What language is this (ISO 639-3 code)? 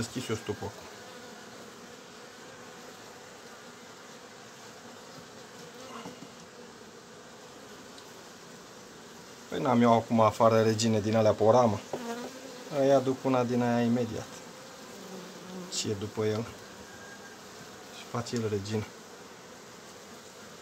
ron